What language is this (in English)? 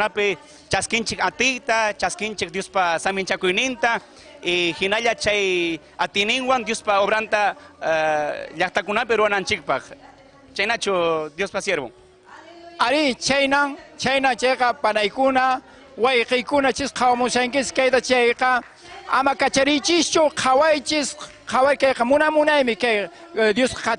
Ayacucho Quechua